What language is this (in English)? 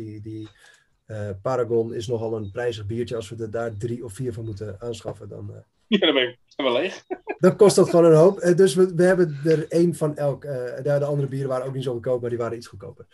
Dutch